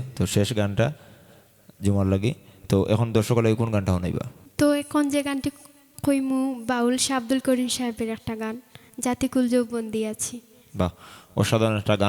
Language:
Sylheti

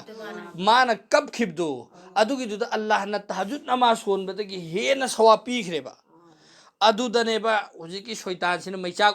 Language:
Manipuri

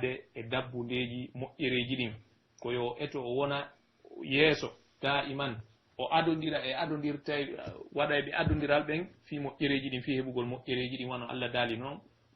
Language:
Pular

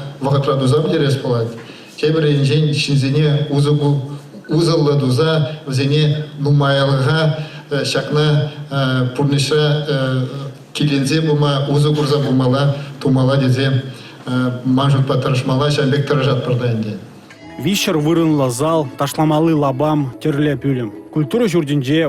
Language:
Chuvash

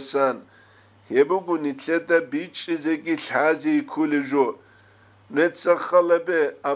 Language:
Avaric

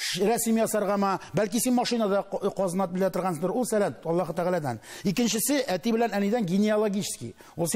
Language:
Tatar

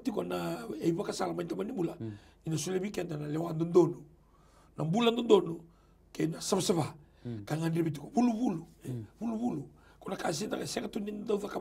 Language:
Fijian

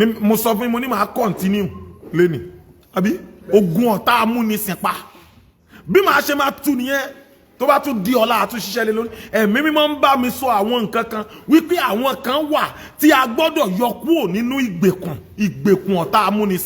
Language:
Yoruba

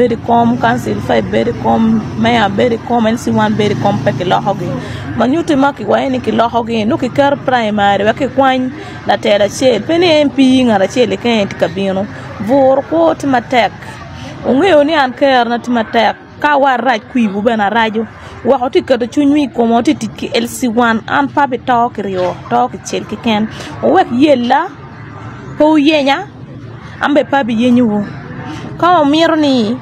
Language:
Acoli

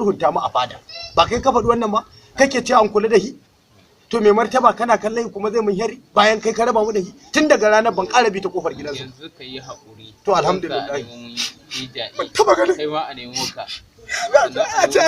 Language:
Hausa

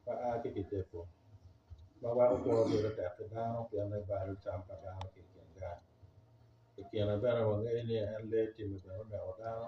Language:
Acoli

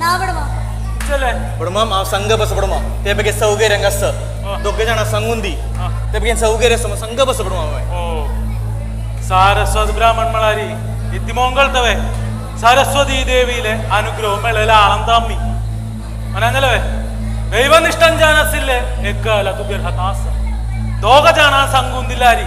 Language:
Konkani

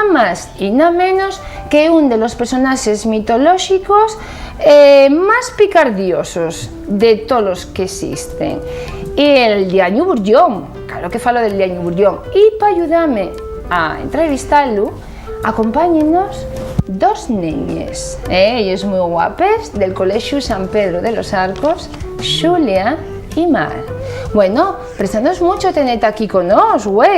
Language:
Asturian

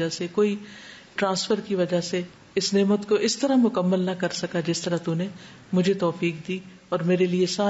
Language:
Urdu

